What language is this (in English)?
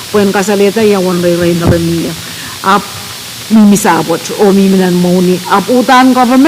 Pohnpeian